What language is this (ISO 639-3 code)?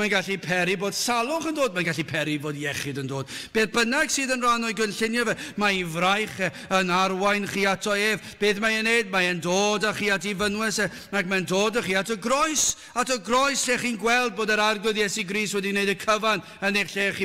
cym